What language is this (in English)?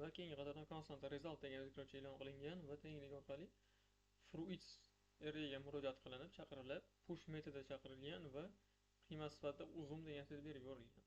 Uzbek